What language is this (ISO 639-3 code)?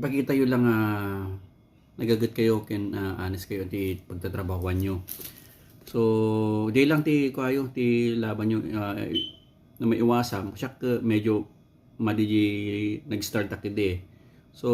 ilo